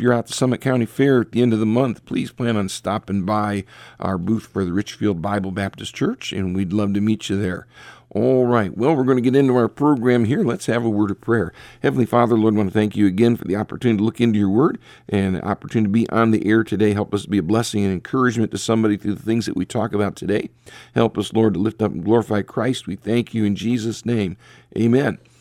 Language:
English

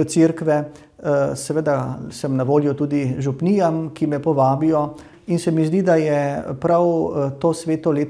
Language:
Slovenian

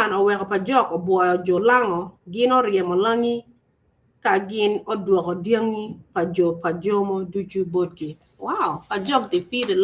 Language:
Acoli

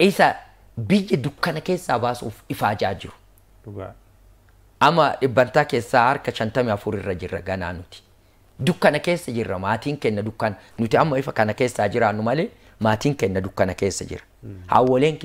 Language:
Oromo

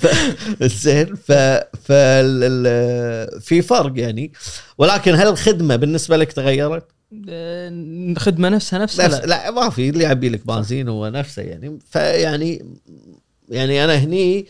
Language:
Gulf Arabic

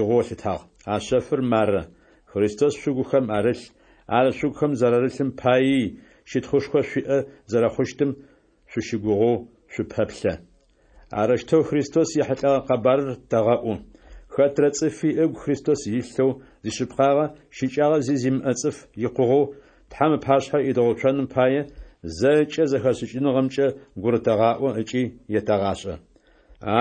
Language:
Adyghe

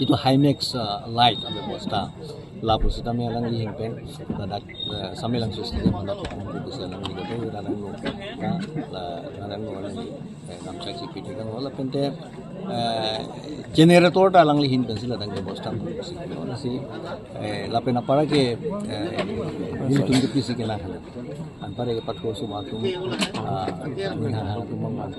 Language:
Karbi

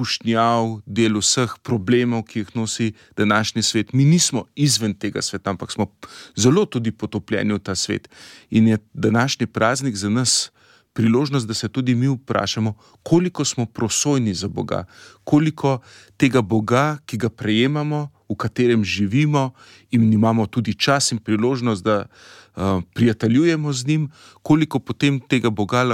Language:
Slovenian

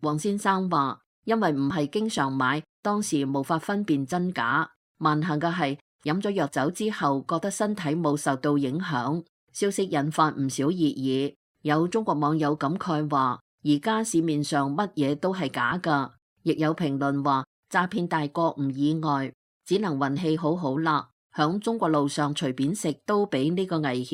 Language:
Cantonese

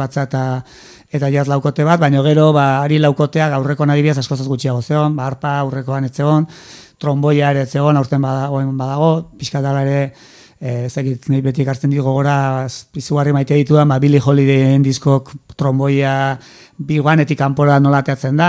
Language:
Basque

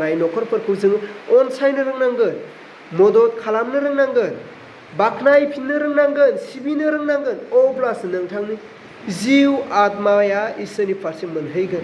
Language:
Bodo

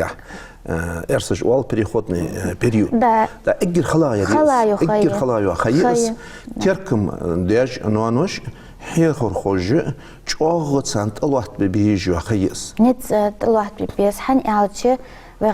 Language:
Ingush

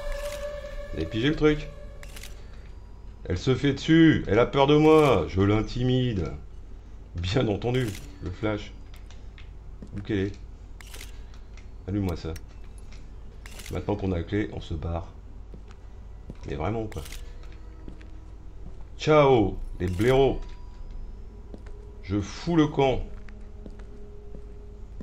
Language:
French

